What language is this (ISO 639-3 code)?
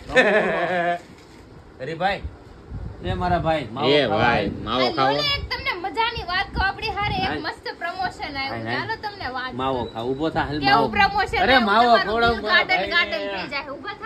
guj